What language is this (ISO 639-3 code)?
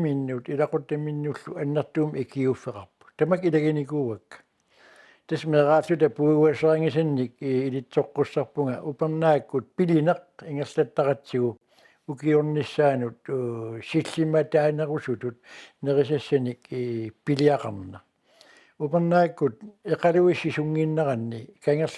kal